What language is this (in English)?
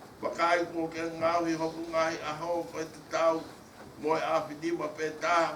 Tongan